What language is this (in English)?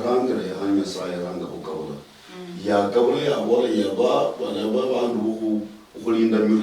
Luyia